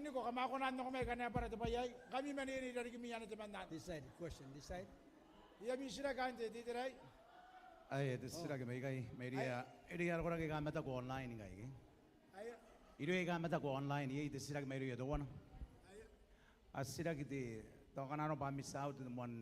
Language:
Gilbertese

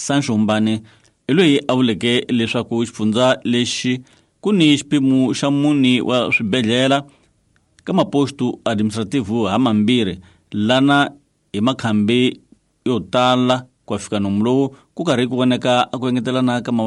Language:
Tsonga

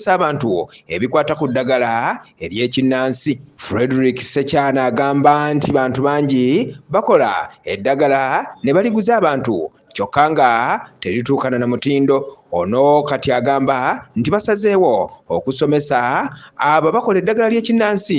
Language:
Ganda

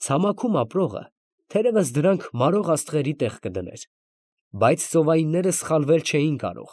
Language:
Armenian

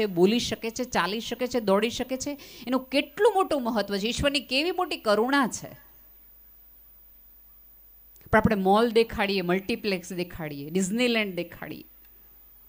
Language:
Gujarati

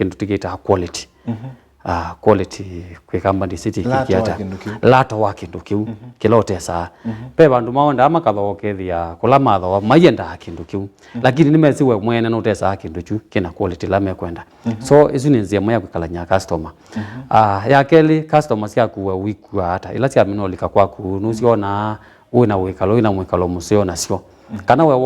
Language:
Kamba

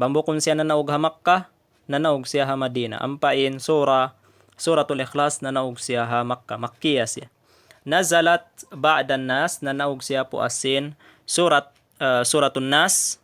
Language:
Tausug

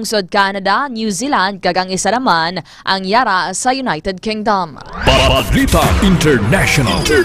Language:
Hiligaynon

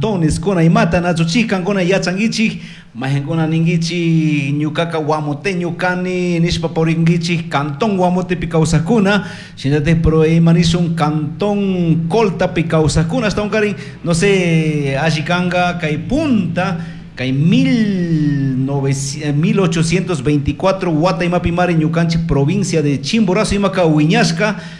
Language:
Chimborazo Highland Quichua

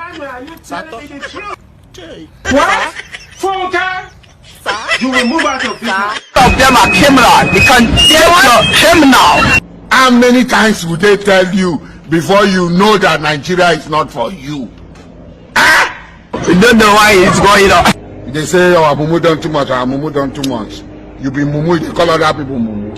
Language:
Nigerian Pidgin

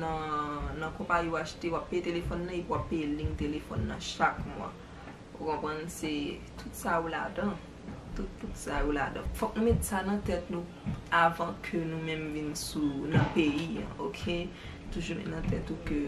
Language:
Haitian Creole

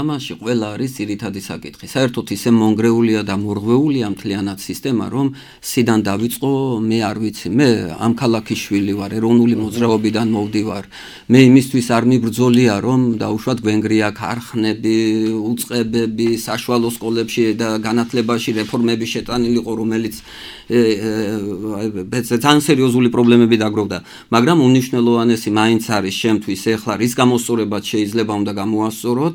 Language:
Georgian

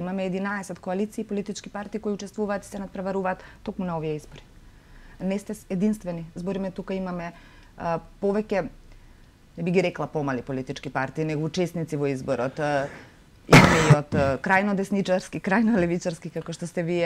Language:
Macedonian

